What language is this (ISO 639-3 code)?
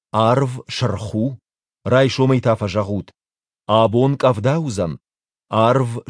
oss